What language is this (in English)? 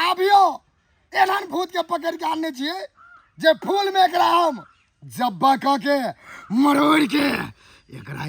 Maithili